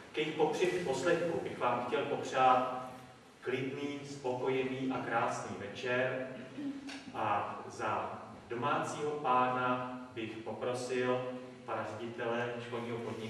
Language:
Czech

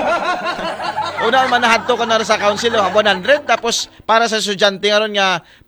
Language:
Aklanon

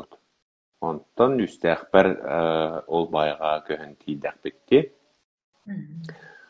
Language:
Yakut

